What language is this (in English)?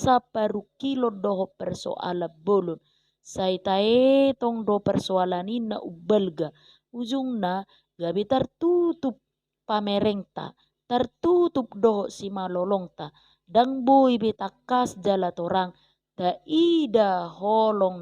Batak Toba